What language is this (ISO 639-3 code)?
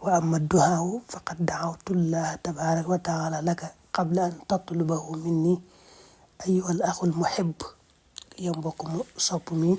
wol